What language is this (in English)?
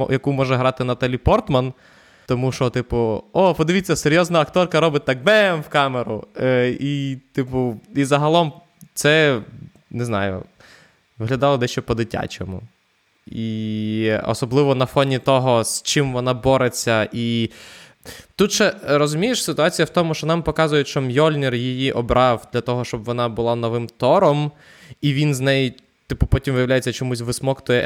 Ukrainian